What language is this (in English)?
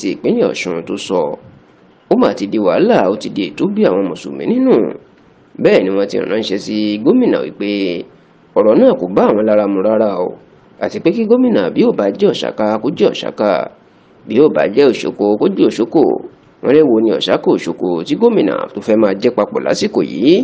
Yoruba